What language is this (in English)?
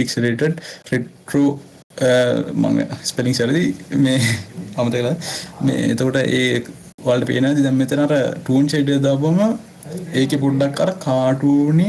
Sinhala